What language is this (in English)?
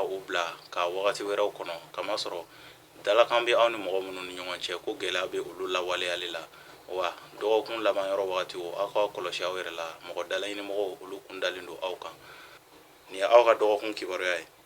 Bambara